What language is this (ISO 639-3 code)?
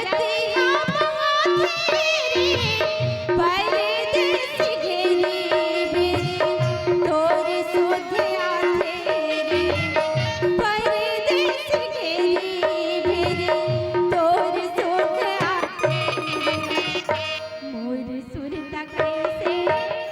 hne